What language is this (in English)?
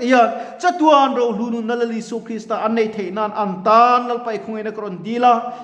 Mizo